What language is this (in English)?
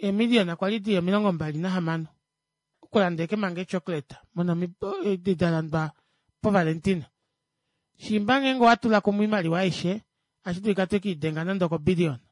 Kuanyama